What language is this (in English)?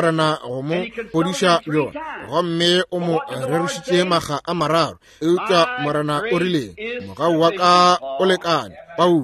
Northern Sotho